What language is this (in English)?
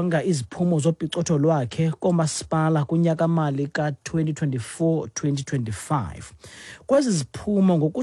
Xhosa